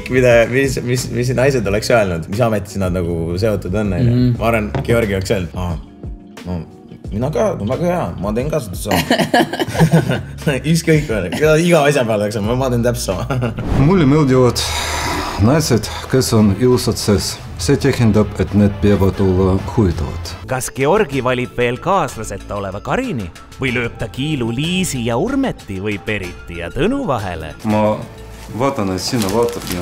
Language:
Estonian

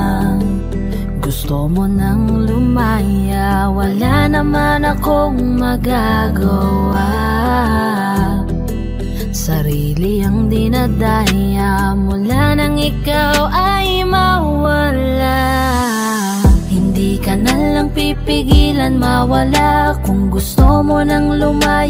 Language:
Filipino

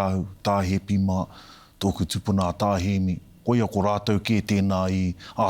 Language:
Māori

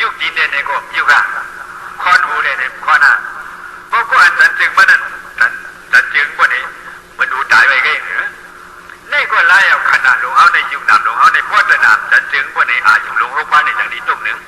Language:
Shan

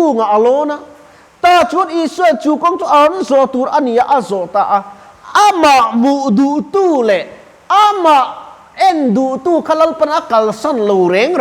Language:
Mizo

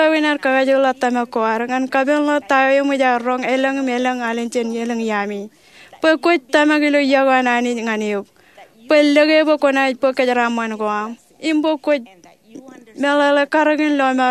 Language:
Marshallese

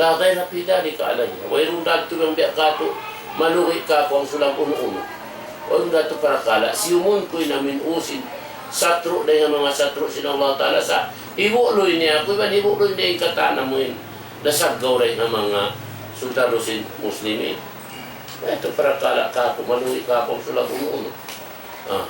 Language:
Tausug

